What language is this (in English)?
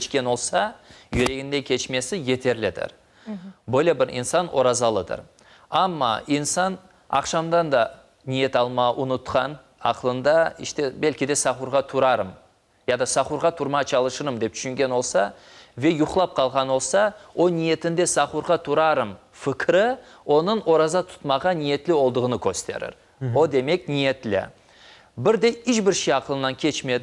Crimean Tatar